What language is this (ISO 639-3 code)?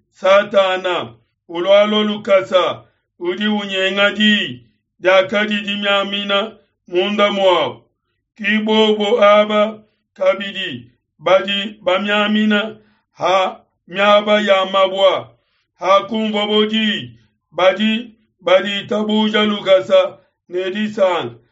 lua